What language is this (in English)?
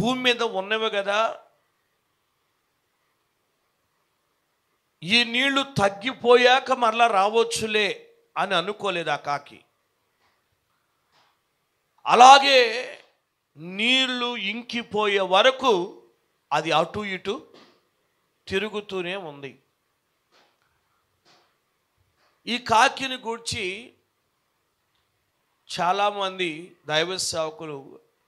Telugu